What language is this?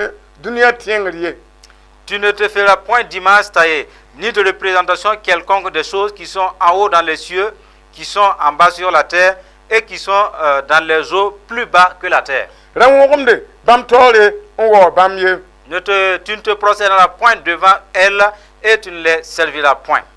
Mossi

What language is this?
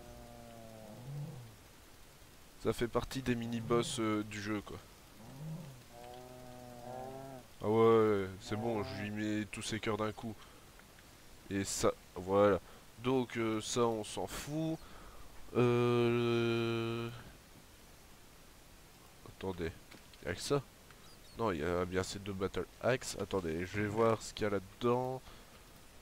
French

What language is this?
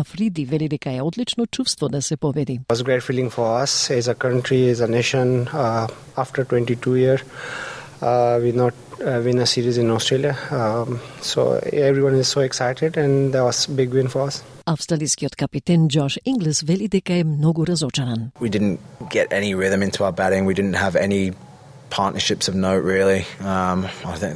Macedonian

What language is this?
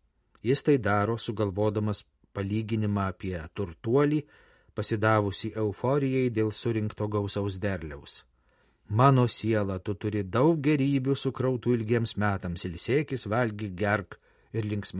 Lithuanian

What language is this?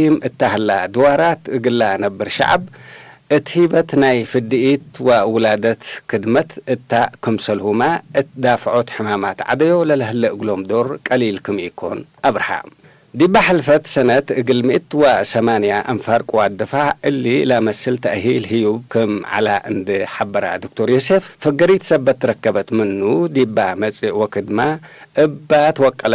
Tigre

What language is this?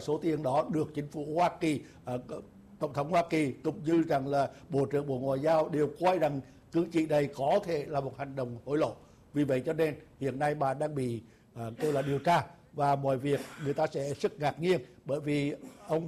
Vietnamese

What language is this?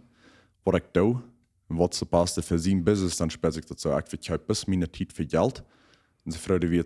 Plautdietsch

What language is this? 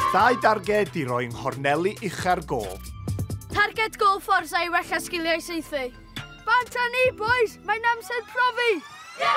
Welsh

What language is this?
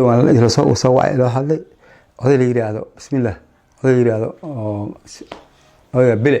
Somali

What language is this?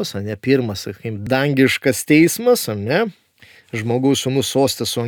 Lithuanian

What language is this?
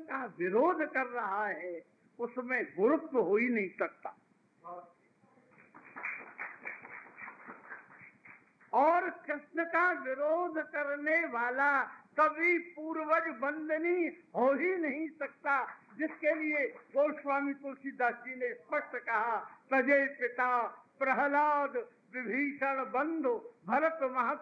Hindi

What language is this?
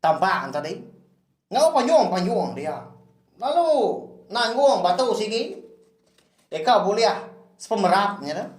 Iban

